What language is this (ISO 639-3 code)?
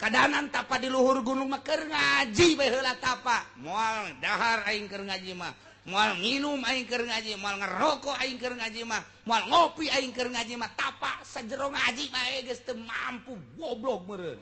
sun